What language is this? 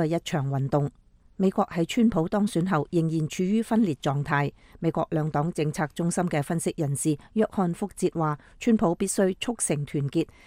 Cantonese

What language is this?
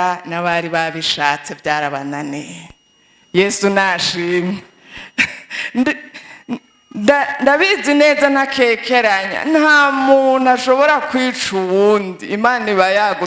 Rundi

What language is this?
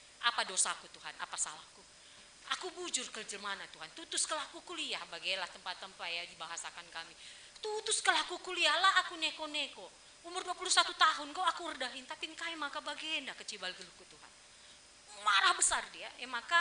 Batak Karo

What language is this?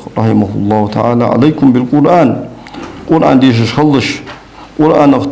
Ingush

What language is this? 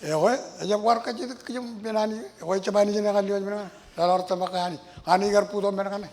Marshallese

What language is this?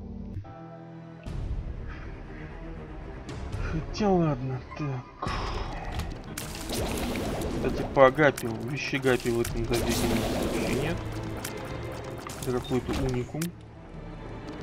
Russian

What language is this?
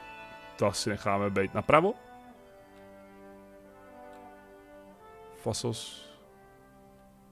Czech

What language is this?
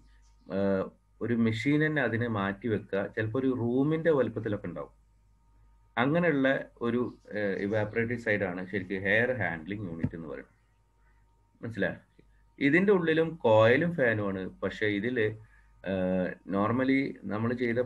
Malayalam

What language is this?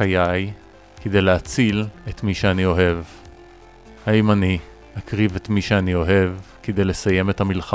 Hebrew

